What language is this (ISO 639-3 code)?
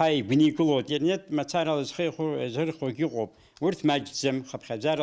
abk